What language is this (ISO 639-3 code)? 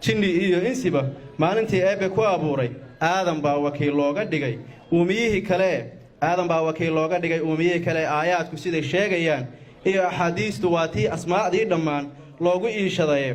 som